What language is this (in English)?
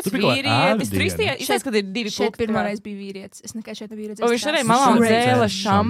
Latvian